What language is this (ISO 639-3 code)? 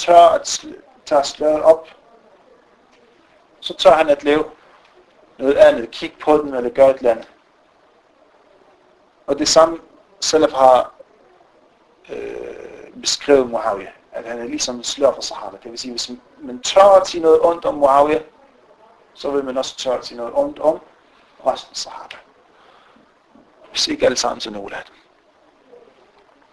dan